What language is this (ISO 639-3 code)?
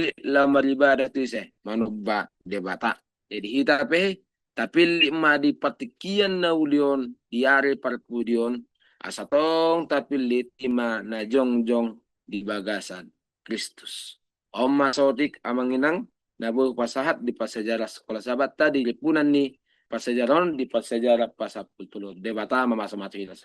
bbc